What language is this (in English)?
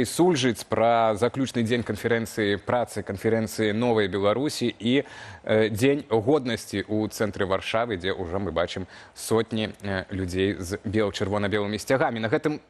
Belarusian